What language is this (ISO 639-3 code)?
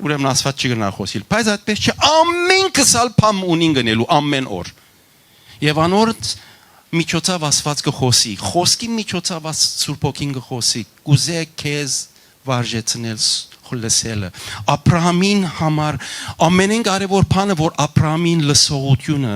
hyw